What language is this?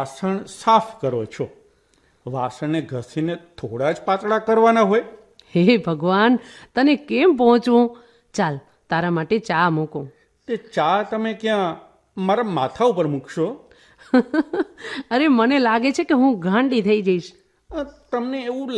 Gujarati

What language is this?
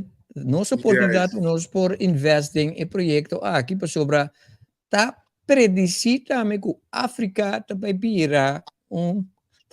Papiamento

